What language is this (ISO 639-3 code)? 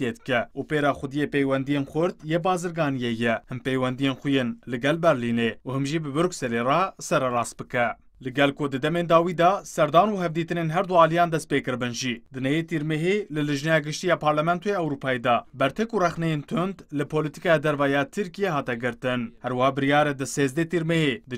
kur